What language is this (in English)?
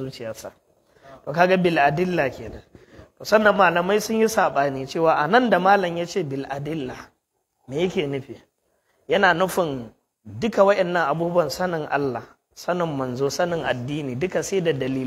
Hausa